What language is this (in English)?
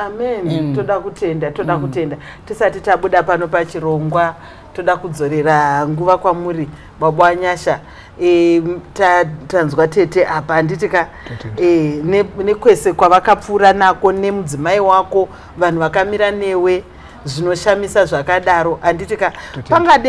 Shona